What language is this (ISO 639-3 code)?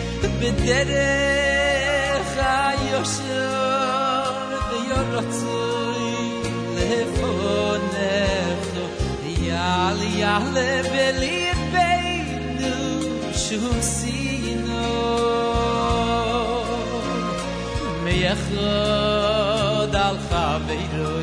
heb